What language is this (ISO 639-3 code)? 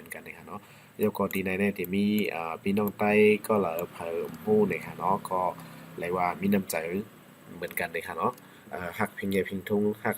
shn